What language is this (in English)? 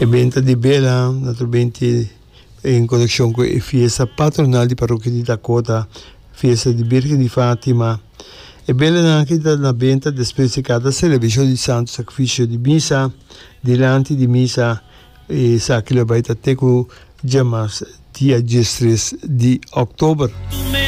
Papiamento